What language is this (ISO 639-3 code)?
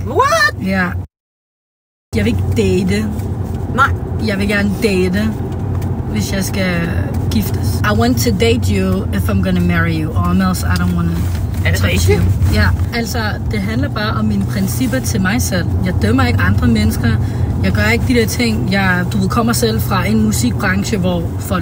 dan